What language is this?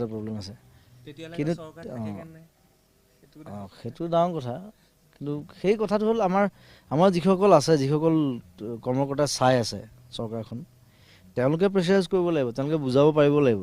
Assamese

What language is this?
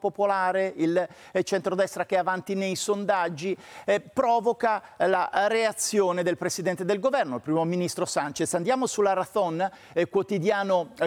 Italian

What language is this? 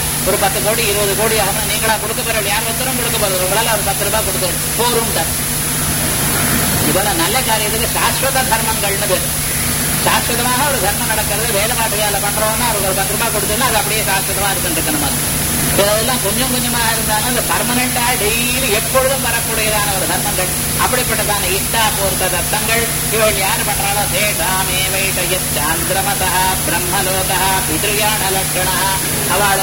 Tamil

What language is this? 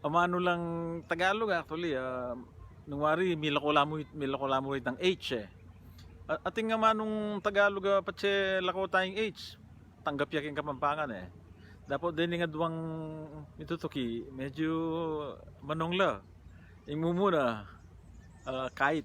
Pampanga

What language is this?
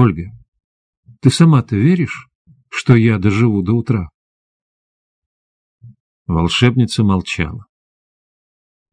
Russian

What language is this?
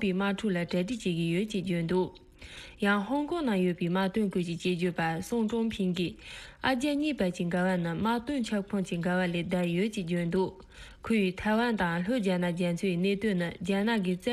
Tibetan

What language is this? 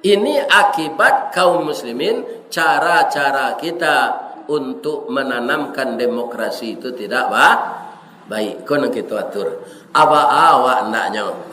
Minangkabau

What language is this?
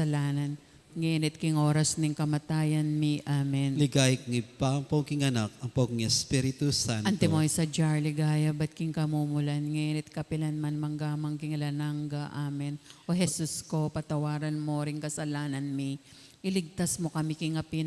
Pampanga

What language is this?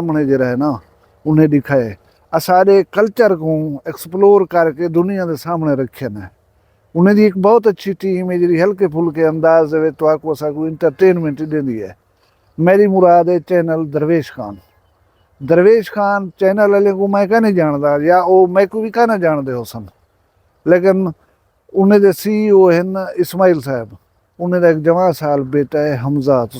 Saraiki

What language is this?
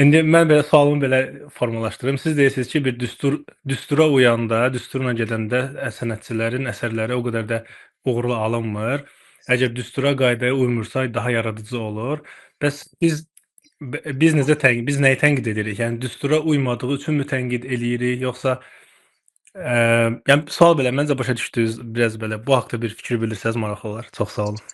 Azerbaijani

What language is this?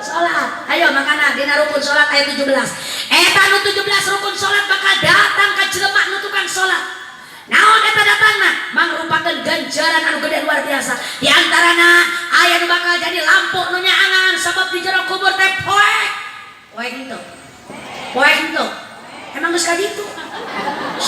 Sundanese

